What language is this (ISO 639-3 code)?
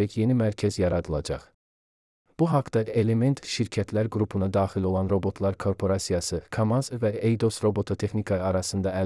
aze